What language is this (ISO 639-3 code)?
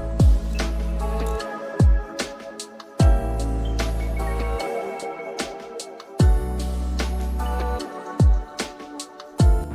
kok